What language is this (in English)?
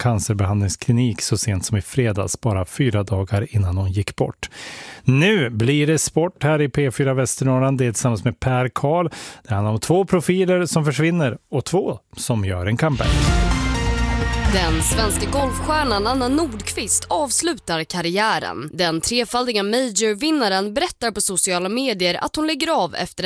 Swedish